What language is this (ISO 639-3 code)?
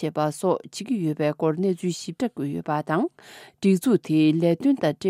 bod